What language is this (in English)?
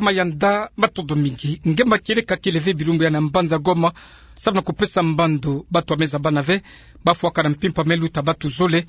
Kituba (Democratic Republic of Congo)